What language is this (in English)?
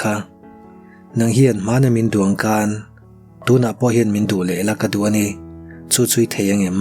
Mizo